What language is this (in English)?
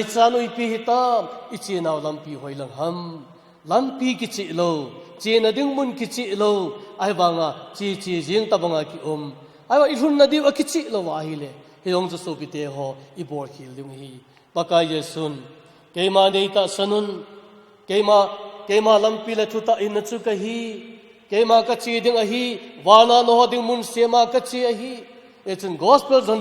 Thado Chin